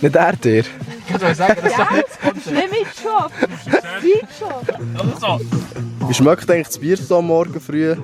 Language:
Swiss German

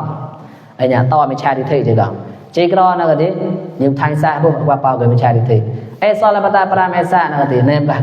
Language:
Mon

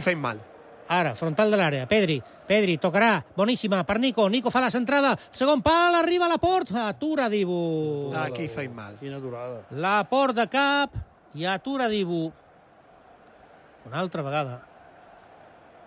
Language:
Catalan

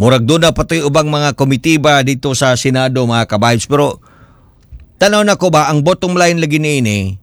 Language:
Cebuano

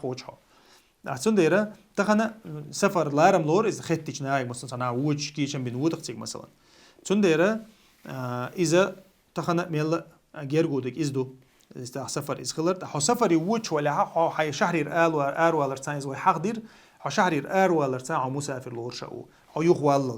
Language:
Chechen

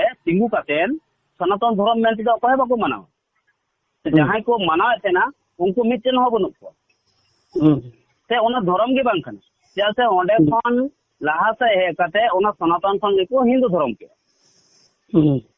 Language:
Santali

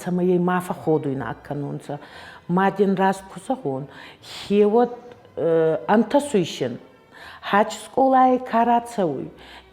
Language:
Ossetic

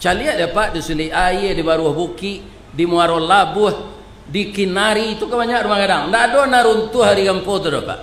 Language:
Minangkabau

